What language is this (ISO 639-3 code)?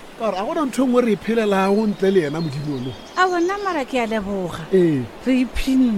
nso